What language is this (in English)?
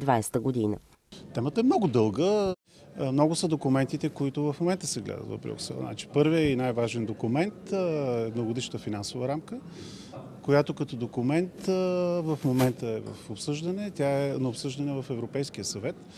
Bulgarian